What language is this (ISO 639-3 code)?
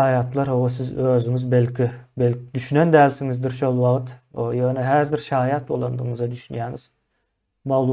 tuk